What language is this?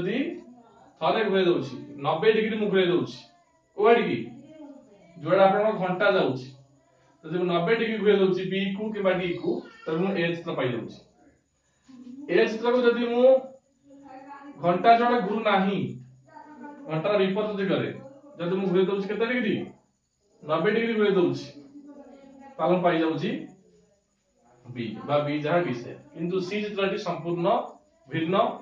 Odia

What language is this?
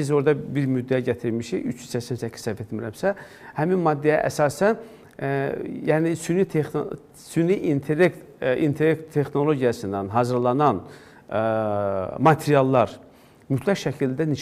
Azerbaijani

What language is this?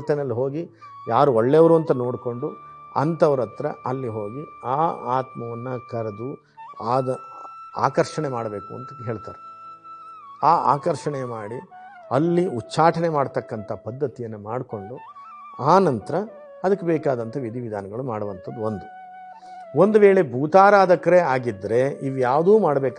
Kannada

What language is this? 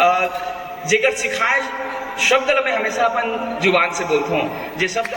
Chhattisgarhi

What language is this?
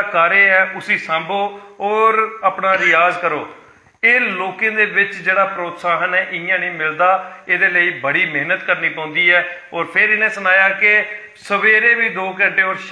Dogri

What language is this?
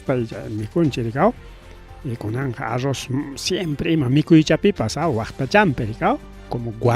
Ayacucho Quechua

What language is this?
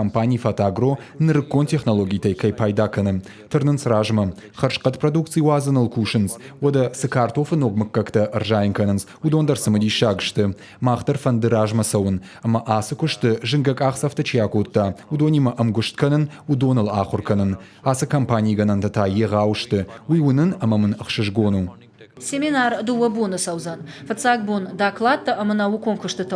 Ossetic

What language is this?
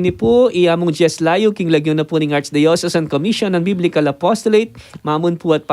Pampanga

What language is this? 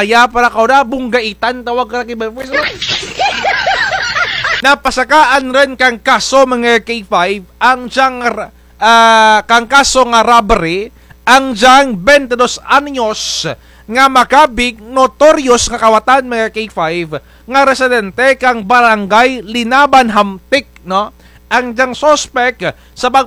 Kinaray-a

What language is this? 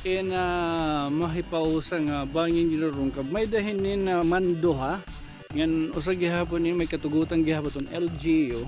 Waray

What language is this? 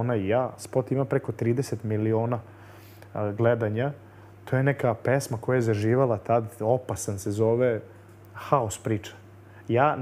Serbian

